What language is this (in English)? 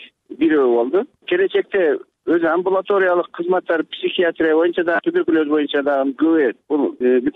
Kyrgyz